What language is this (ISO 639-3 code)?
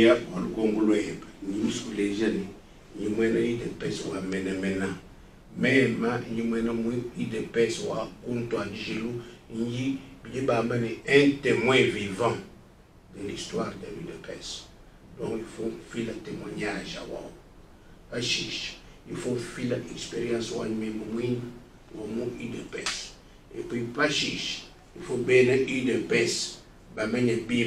lua